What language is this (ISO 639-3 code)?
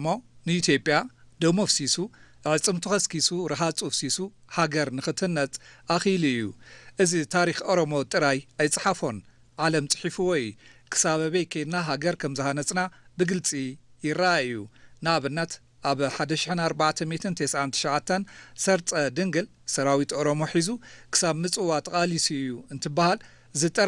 tir